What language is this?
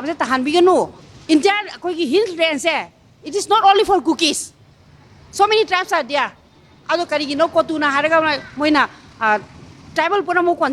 Manipuri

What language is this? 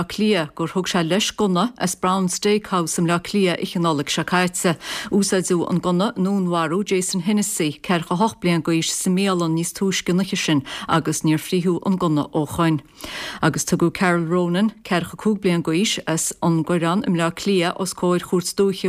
Irish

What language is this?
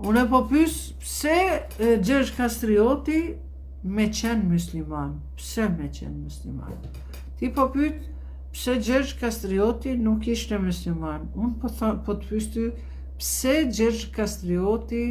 Albanian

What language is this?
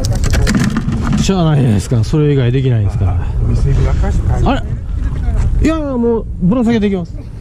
Japanese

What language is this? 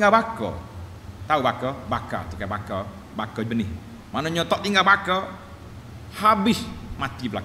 Malay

